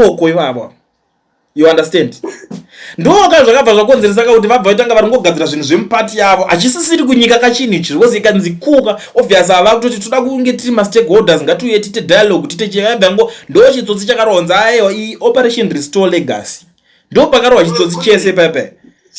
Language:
Shona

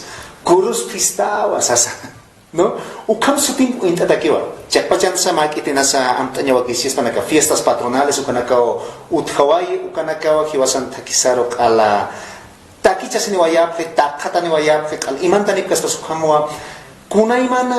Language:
Aymara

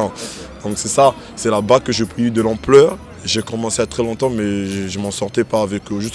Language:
French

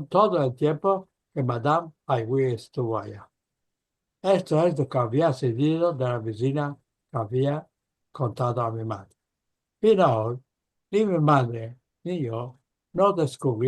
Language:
Ladino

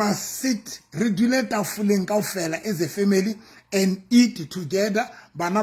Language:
Southern Sotho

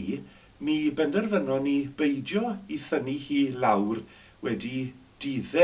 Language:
Welsh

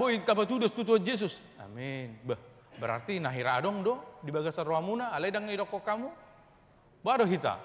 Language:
Batak Toba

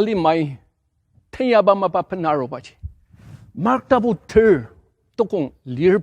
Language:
Ao Naga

